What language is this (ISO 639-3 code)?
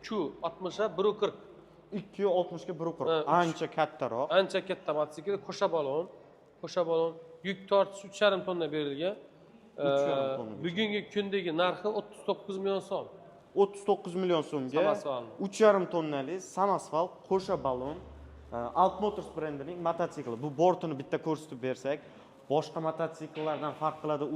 uzb